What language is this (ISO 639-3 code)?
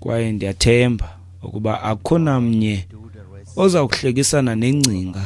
xho